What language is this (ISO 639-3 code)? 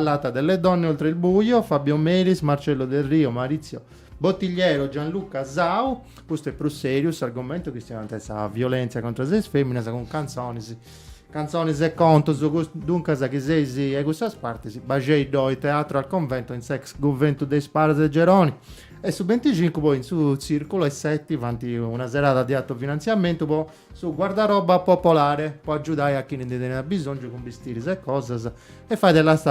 srd